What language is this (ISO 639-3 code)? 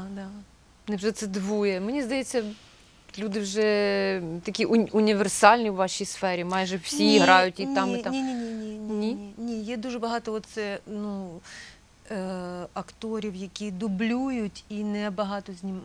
ukr